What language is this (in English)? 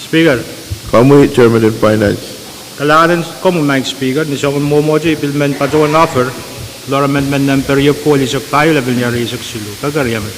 Pohnpeian